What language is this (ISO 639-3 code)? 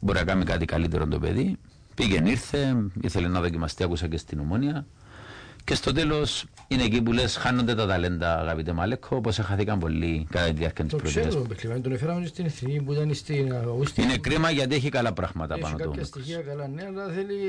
ell